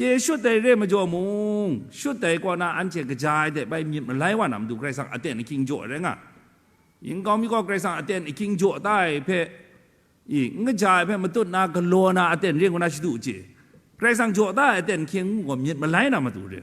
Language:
Kachin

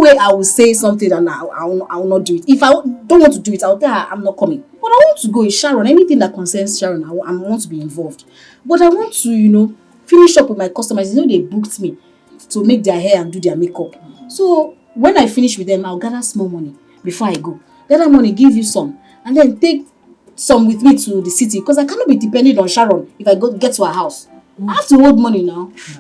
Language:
Nigerian Pidgin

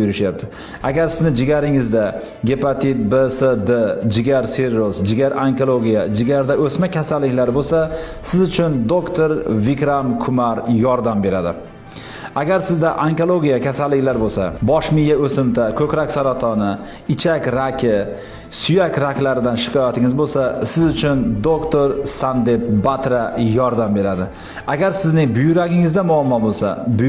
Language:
Uzbek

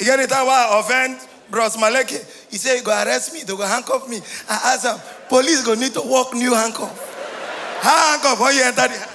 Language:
Nigerian Pidgin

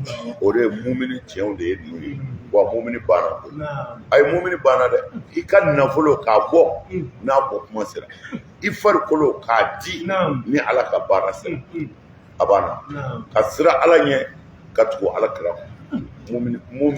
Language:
Bambara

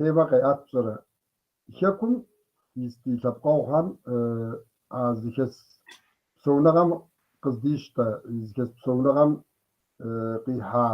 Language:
Kabardian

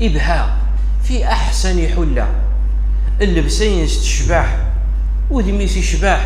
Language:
Kabyle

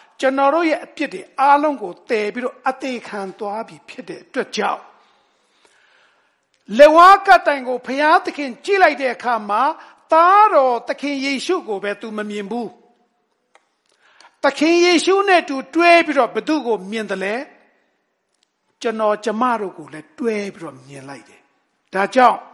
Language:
Burmese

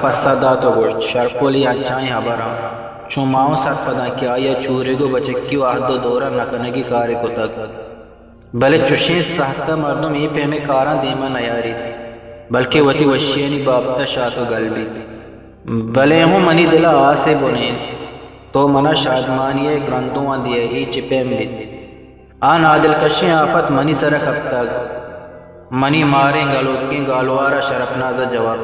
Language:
Eastern Balochi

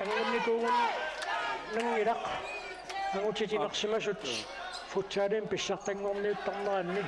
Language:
Kalaallisut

